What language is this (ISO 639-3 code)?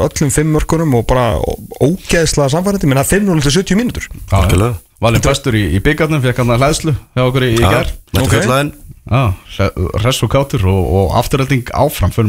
isl